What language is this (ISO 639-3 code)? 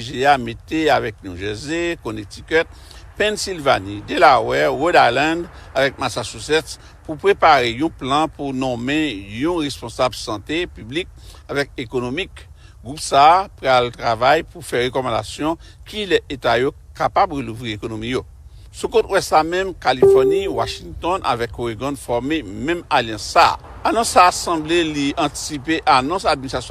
hat